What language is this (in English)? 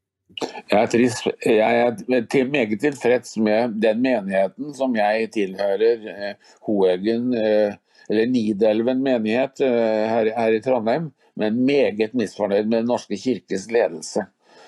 Norwegian